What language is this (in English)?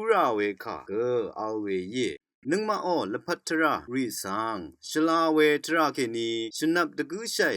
Rawang